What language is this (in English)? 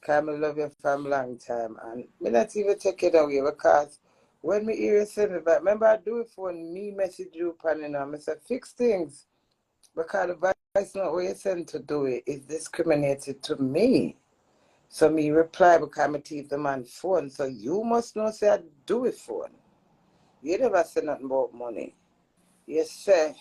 Jamaican Creole English